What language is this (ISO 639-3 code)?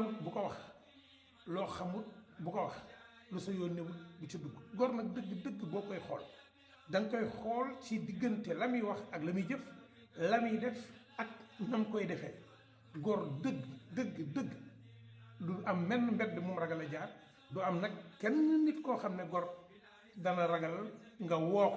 wol